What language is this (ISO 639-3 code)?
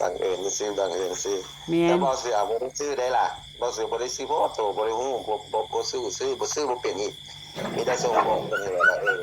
tts